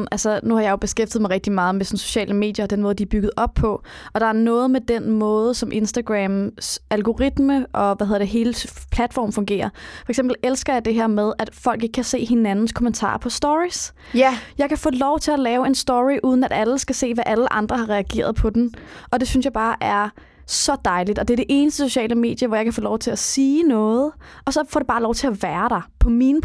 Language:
Danish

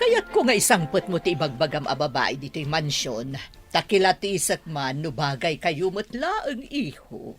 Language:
Iloko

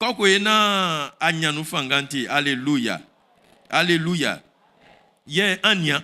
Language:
Baoulé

